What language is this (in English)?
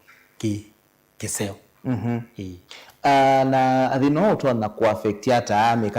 Kamba